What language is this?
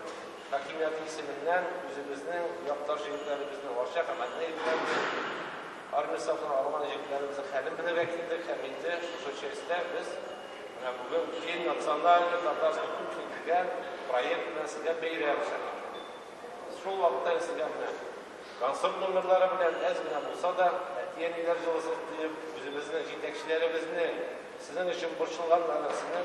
Tatar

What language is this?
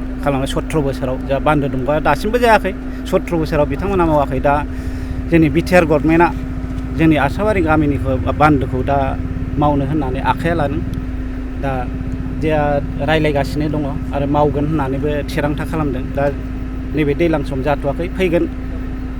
Bodo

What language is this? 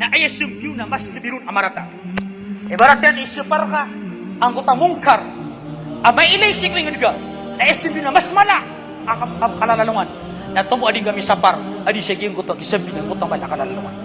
Maranao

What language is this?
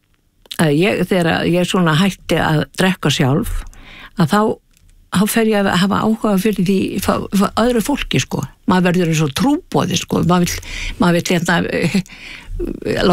Icelandic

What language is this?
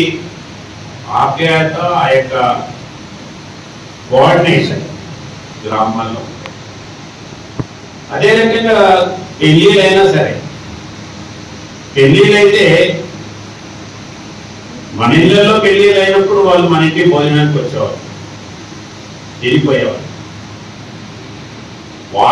Telugu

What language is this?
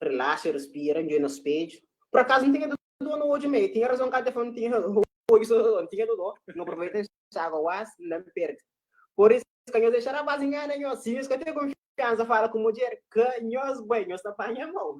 Kabuverdianu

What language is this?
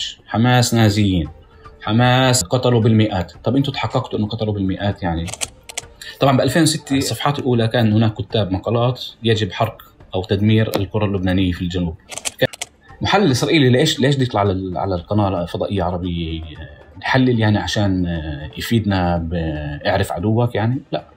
North Levantine Arabic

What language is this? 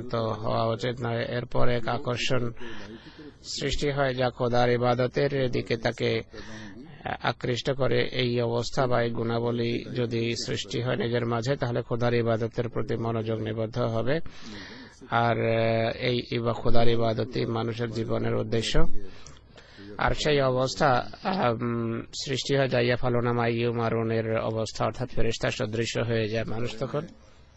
Bangla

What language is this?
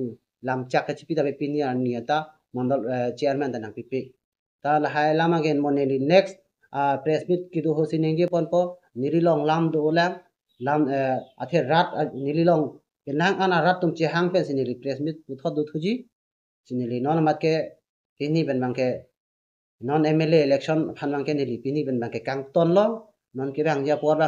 Karbi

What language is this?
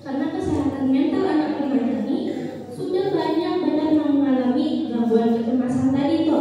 Banjar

